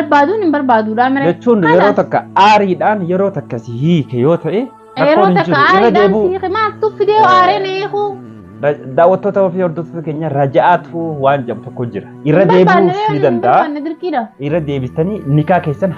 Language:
Oromo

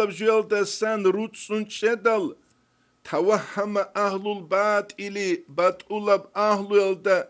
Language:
Avaric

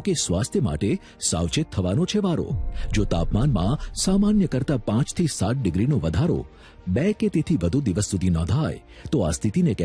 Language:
Gujarati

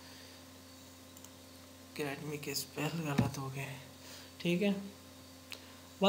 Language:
Hindi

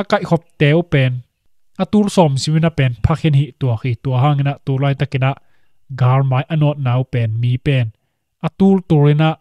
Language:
Tedim Chin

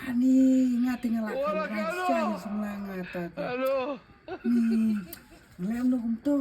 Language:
Khasi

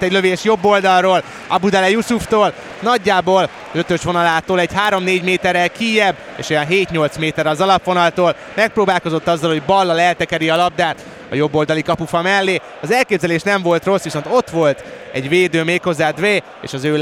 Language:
Hungarian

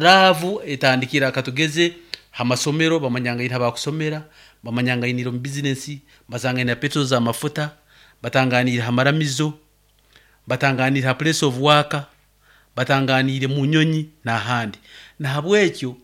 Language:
Nyoro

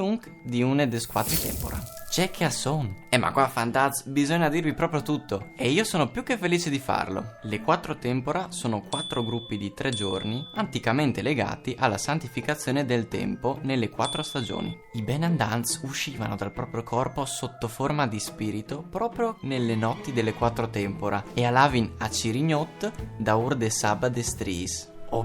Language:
Friulian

